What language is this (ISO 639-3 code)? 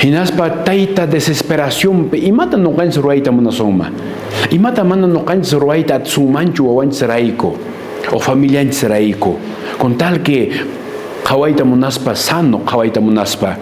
que